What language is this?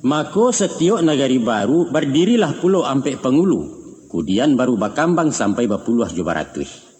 Minangkabau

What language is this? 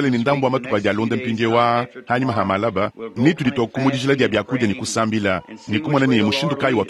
Luba-Lulua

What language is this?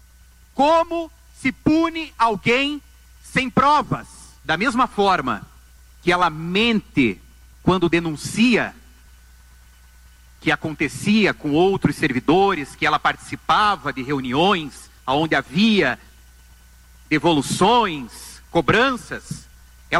Portuguese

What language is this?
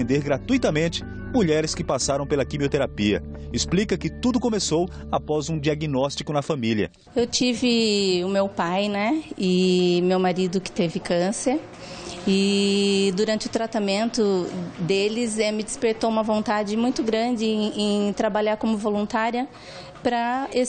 Portuguese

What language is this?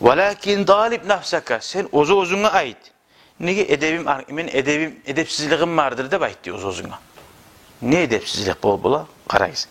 Kumyk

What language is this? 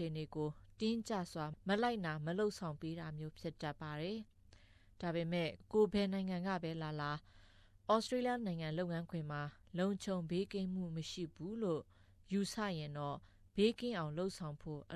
Burmese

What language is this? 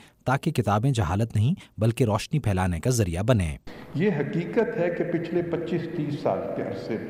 Urdu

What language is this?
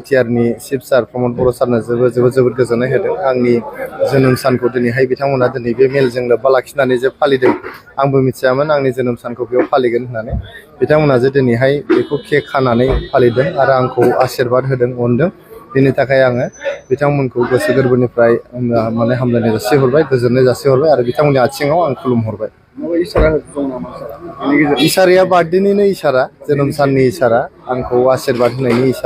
Bodo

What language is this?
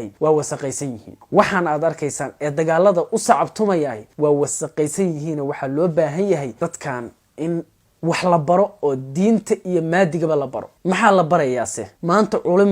Somali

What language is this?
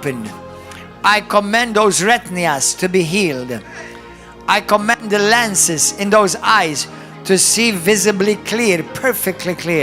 English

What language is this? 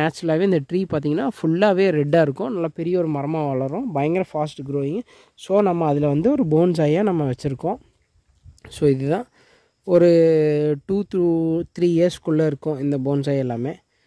Tamil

